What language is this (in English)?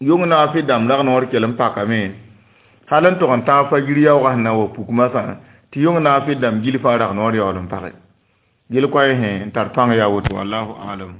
Mossi